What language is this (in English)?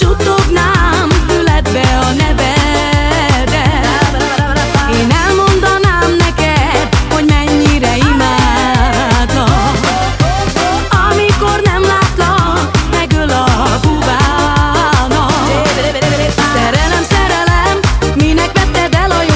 Hungarian